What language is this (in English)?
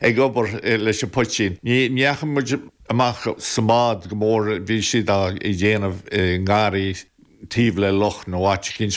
Irish